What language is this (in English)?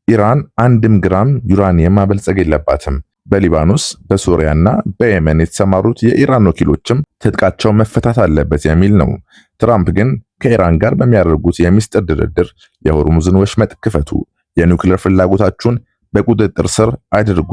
Amharic